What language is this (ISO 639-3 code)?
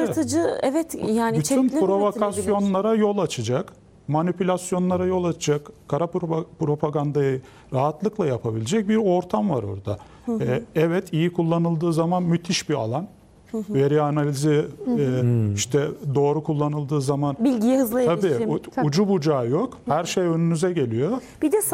tur